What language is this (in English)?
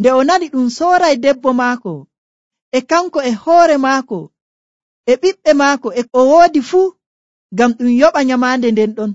Nigerian Fulfulde